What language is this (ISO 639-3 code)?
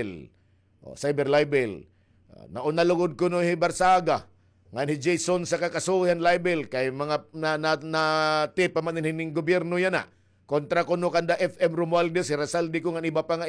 war